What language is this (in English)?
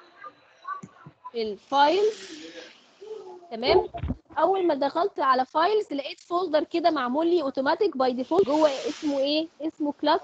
Egyptian Arabic